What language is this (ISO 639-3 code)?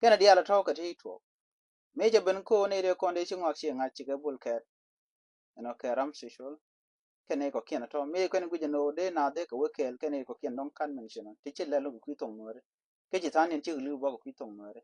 nus